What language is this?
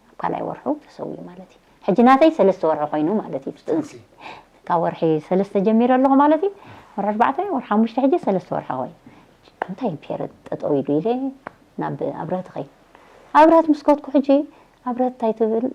Tigrinya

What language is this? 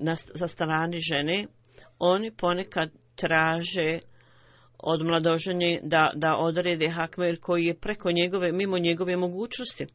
Bosnian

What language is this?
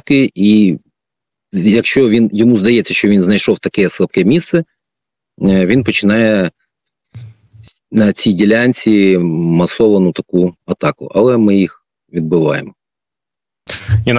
Ukrainian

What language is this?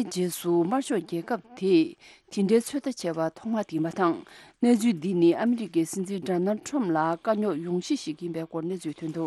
Tibetan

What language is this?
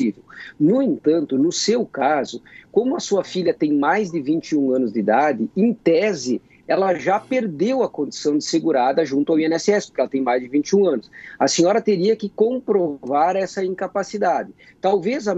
Portuguese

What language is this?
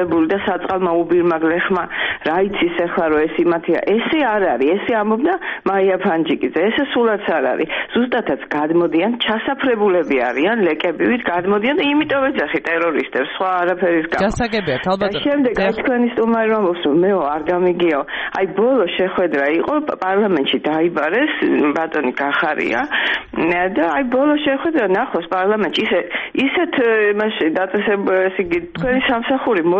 Georgian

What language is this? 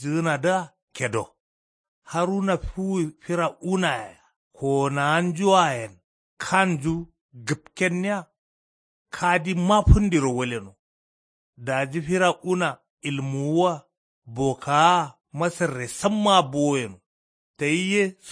Kanuri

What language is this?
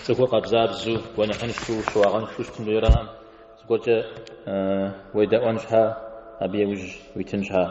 Kabardian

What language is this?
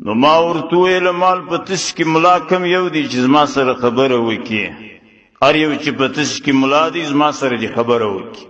Pashto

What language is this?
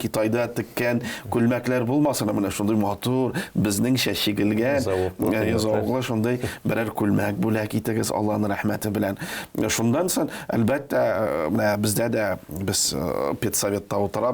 Tatar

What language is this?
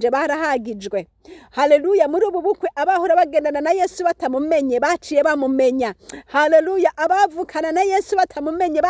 Rundi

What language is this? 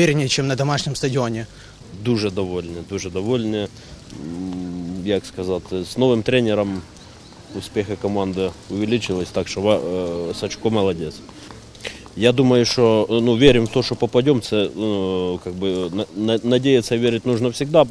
Ukrainian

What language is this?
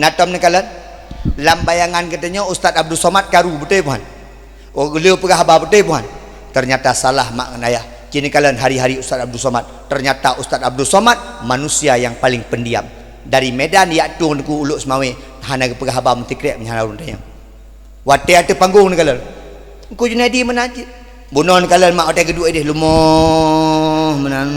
Achinese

